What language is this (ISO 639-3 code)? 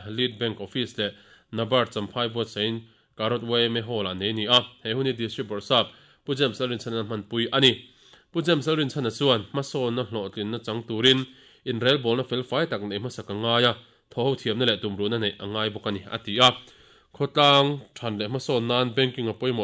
lus